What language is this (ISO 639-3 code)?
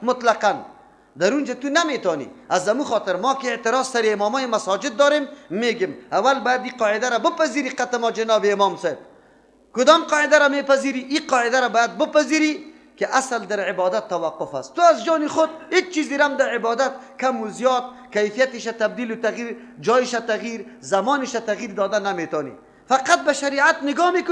fas